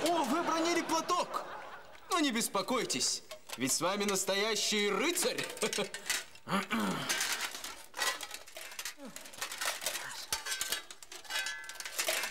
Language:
Russian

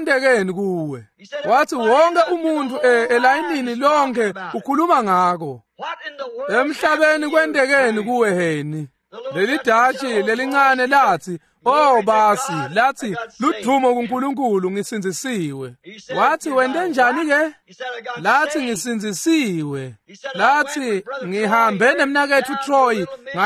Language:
Swati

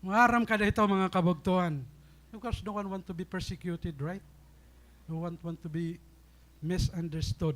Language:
Waray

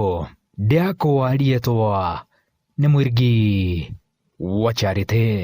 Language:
Meru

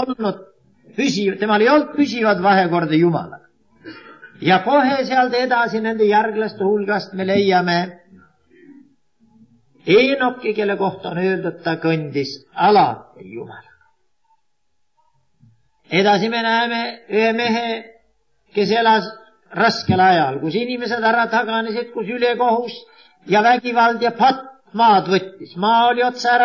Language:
Estonian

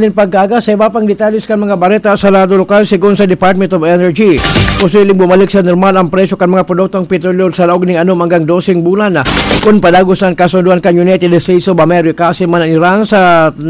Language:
Bikol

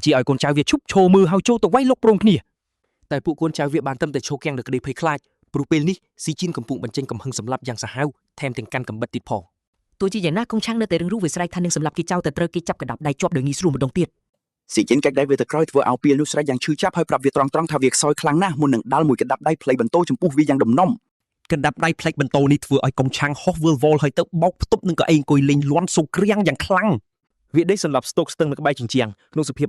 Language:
Khmer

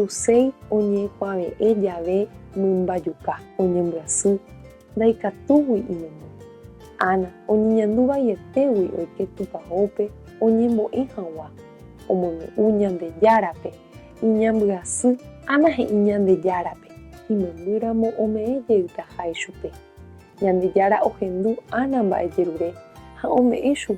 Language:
Guarani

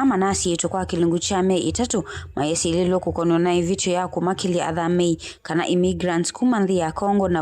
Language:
Kamba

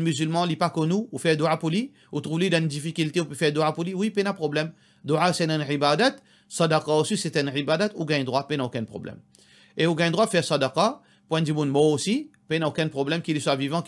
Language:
Morisyen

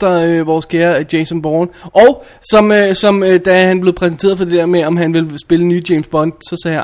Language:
Danish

